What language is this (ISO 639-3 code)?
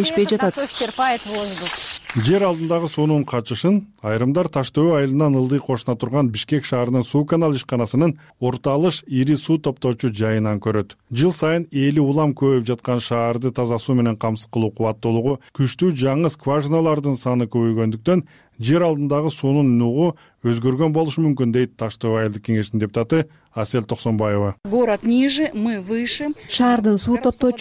kir